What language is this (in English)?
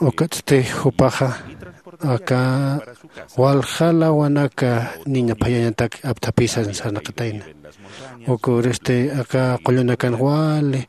Aymara